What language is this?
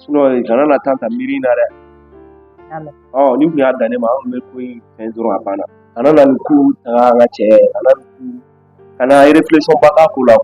Bambara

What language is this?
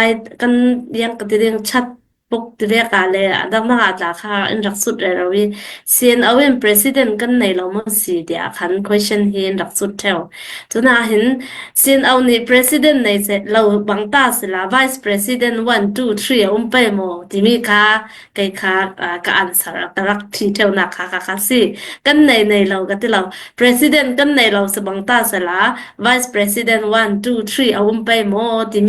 Falam Chin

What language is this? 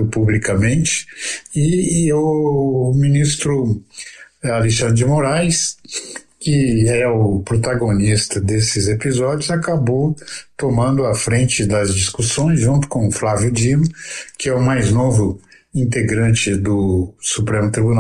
Portuguese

